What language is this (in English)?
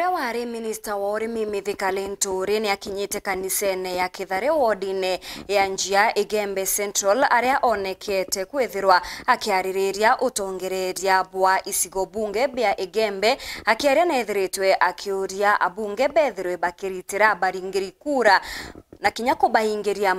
Meru